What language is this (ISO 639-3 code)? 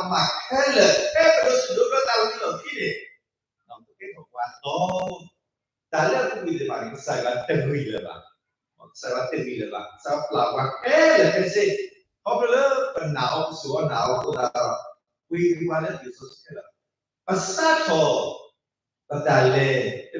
ksw